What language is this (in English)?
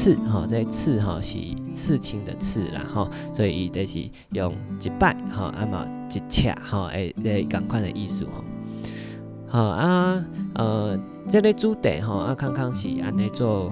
Min Nan Chinese